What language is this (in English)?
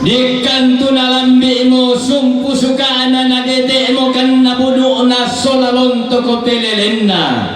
Toraja-Sa'dan